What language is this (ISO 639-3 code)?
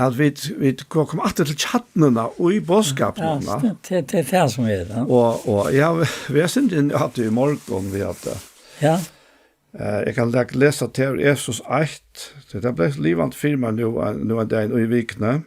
fao